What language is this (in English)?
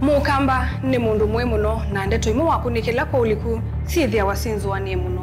Kamba